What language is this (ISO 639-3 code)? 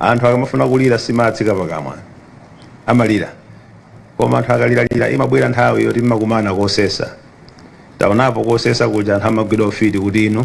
nya